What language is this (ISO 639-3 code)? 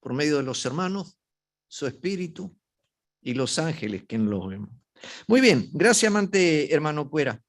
grn